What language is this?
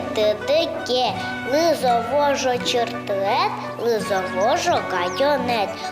Udmurt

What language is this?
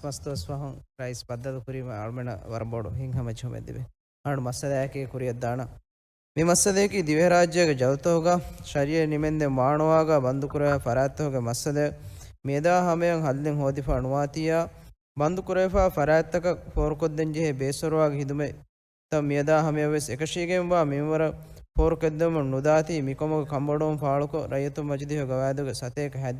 Divehi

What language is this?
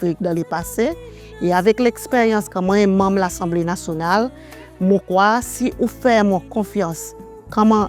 Seselwa Creole French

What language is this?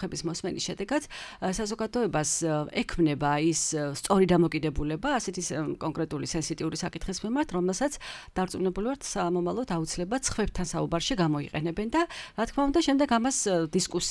Georgian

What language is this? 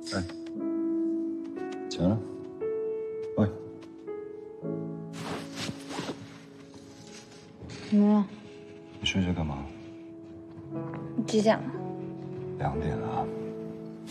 Chinese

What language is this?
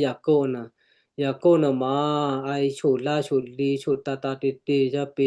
Western Kayah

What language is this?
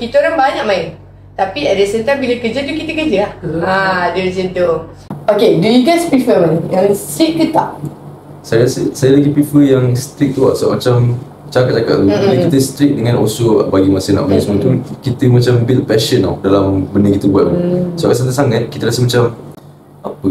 Malay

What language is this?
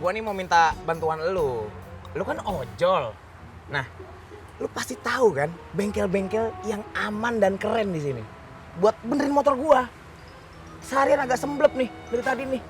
Betawi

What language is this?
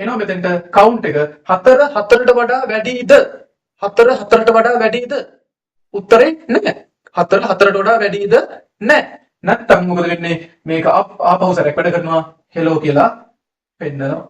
Sinhala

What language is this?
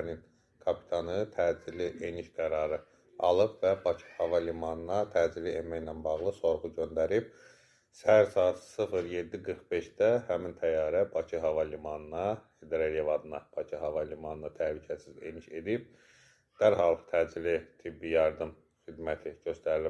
Azerbaijani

